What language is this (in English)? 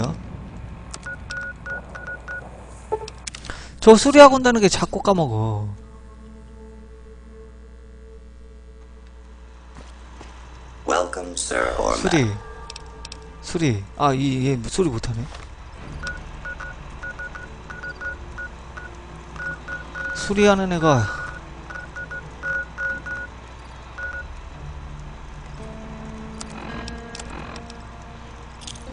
Korean